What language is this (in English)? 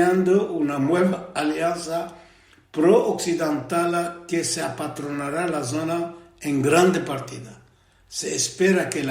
Ladino